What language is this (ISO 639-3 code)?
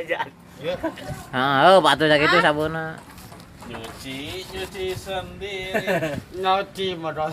sun